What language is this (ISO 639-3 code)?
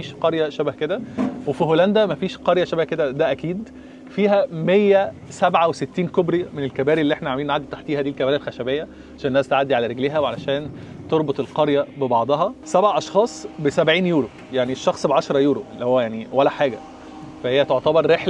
arz